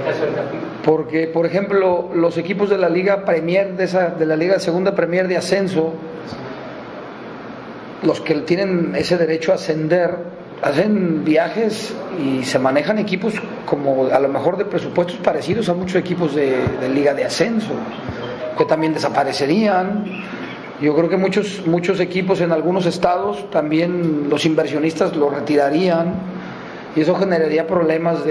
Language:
Spanish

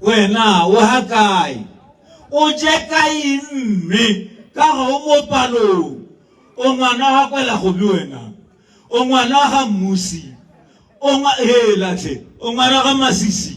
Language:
Tswana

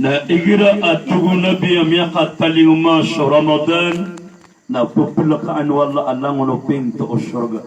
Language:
Maranao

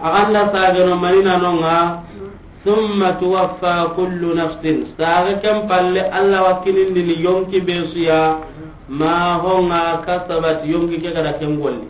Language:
Soninke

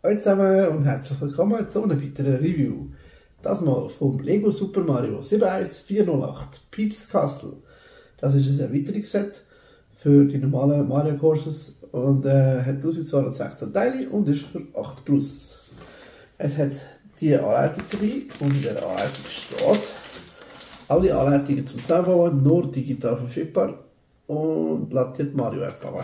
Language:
Swiss German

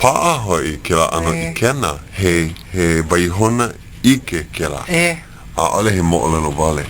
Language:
Hawaiian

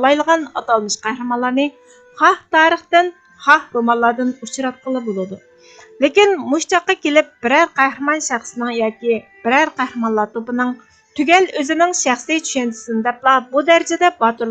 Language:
Uyghur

